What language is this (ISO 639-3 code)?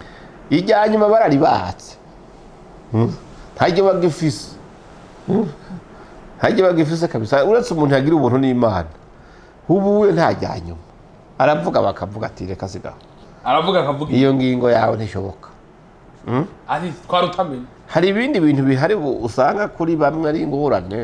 run